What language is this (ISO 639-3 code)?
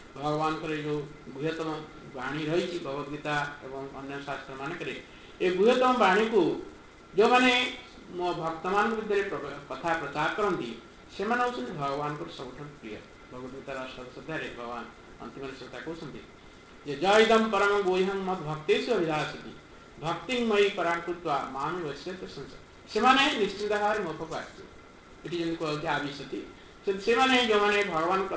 ori